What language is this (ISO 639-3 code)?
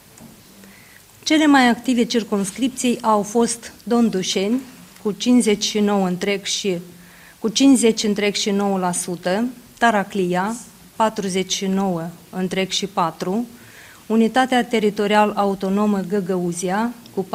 ron